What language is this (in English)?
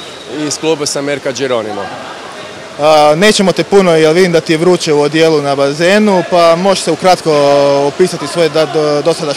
Croatian